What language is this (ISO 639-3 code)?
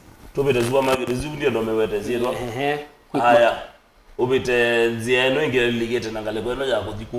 kam